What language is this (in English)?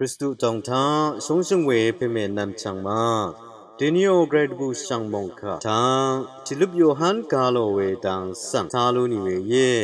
Rawang